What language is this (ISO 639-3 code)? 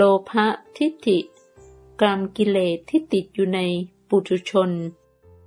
tha